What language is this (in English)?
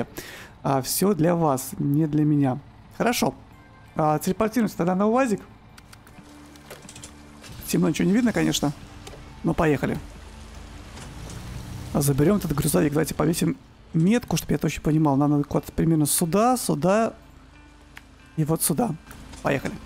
Russian